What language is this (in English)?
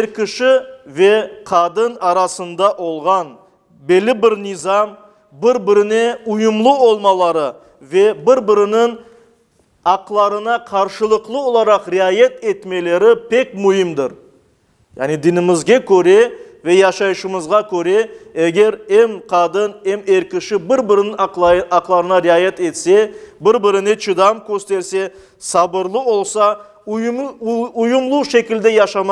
Crimean Tatar